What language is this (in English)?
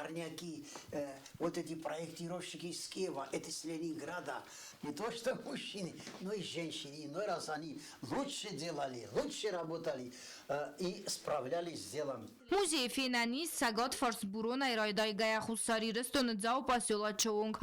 Ossetic